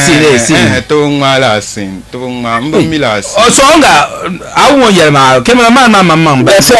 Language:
Dagbani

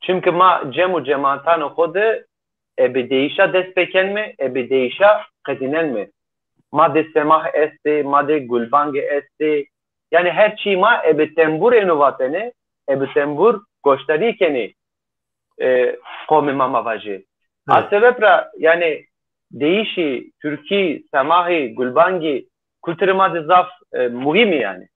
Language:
Zaza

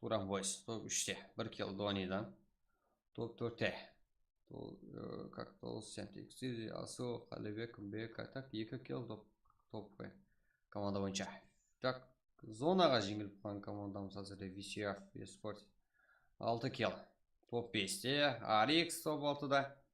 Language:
Kara-Kalpak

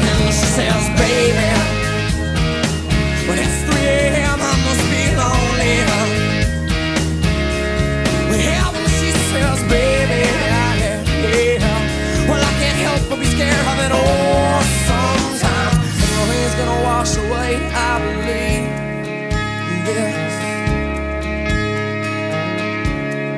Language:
English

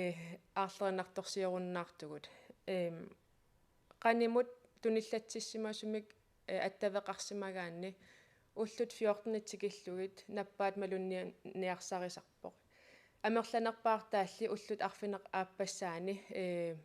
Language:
Kalaallisut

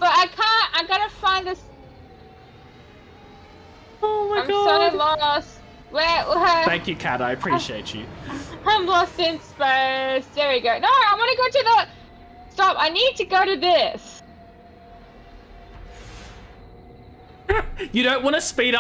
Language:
English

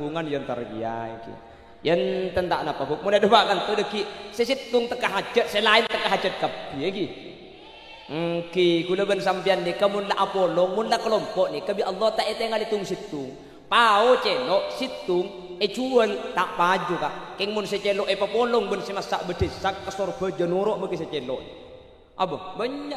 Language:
Madurese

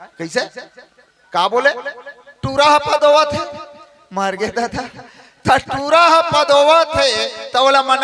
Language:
Chhattisgarhi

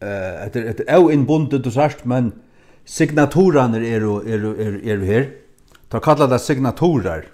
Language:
Faroese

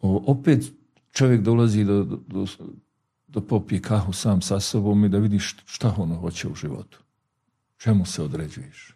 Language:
Bosnian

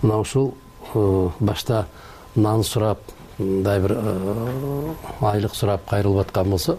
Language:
Kyrgyz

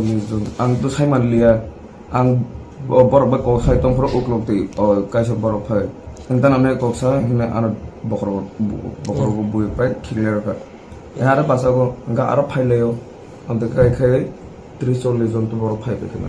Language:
Kok Borok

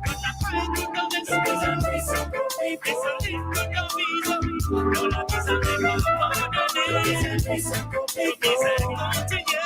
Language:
Morisyen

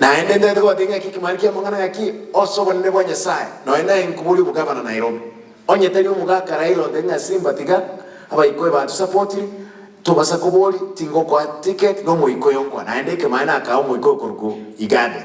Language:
Gusii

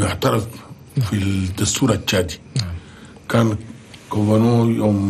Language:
Chadian Arabic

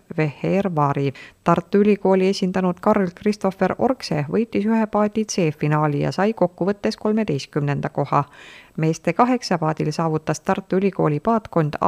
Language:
Estonian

